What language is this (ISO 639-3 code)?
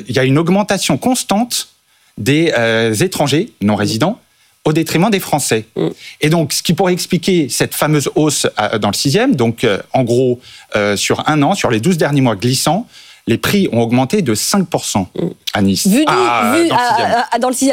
fra